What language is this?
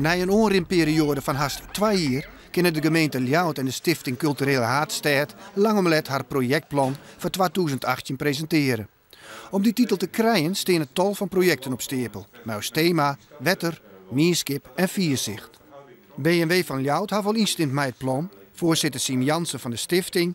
Western Frisian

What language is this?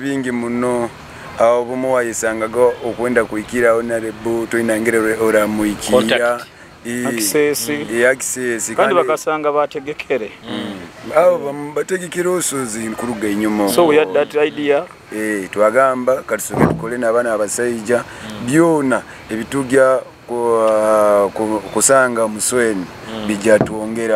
Nyoro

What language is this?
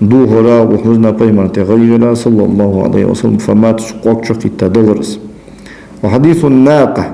Ingush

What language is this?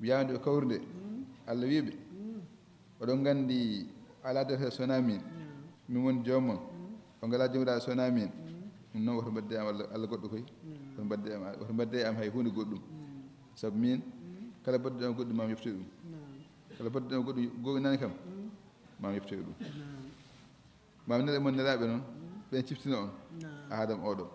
Fula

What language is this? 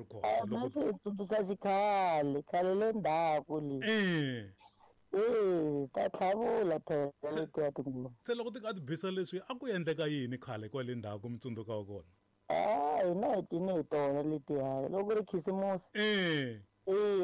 Tsonga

